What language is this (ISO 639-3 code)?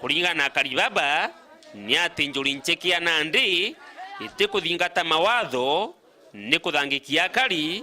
mer